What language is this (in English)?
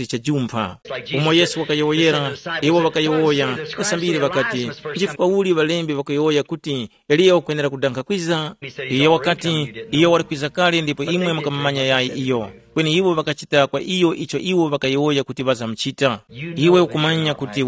Tumbuka